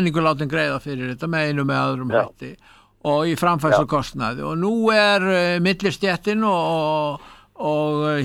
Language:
Icelandic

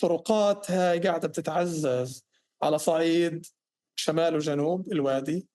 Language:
North Levantine Arabic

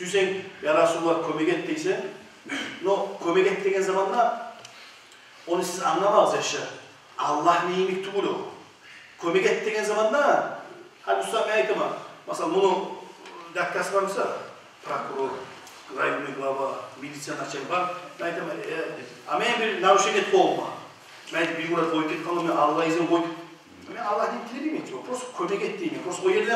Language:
Kumyk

